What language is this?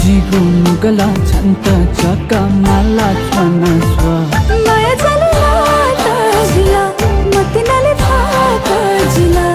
Newari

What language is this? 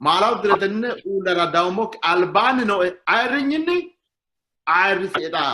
Sidamo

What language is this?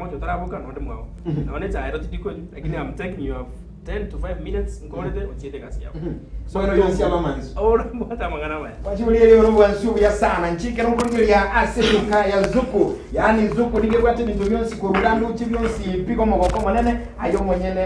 Gusii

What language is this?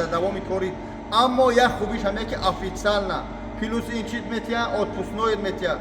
Tajik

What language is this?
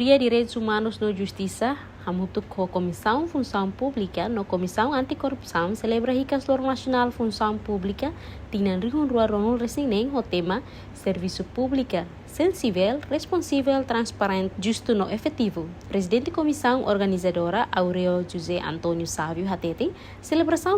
Tetum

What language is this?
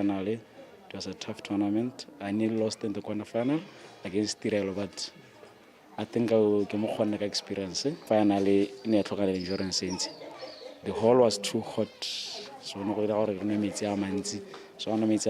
Tswana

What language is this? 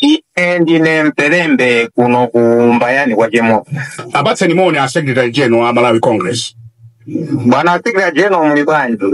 Nyanja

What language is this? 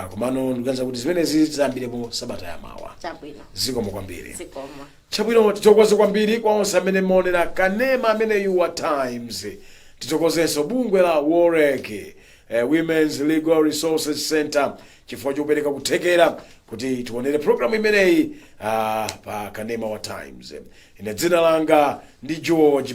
Nyanja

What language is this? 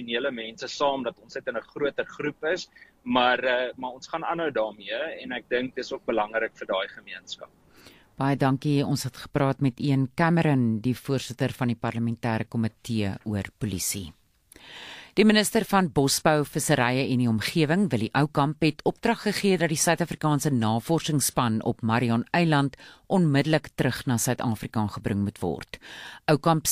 Afrikaans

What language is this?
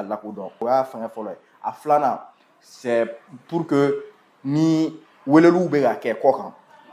Bambara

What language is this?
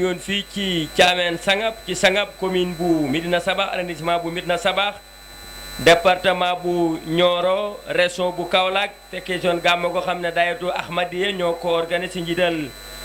Wolof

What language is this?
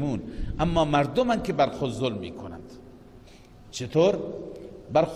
Persian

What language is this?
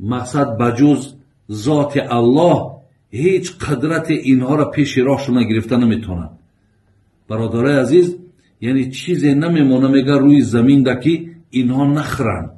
Tajik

